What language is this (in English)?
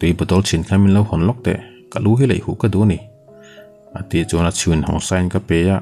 Mizo